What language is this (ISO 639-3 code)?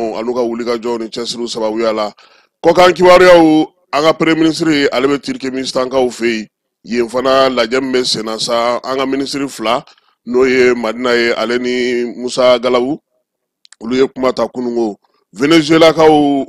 bam